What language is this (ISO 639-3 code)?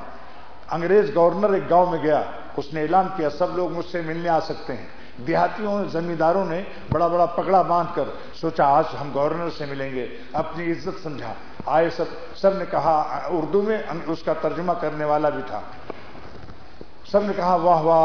urd